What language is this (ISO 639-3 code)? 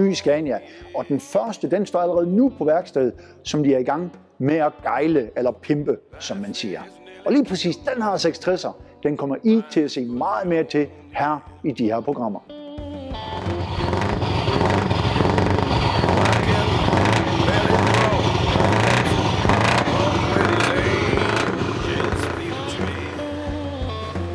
dan